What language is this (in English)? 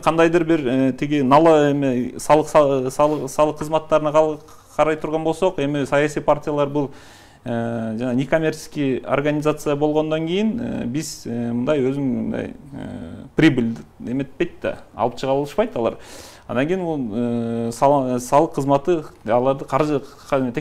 Kyrgyz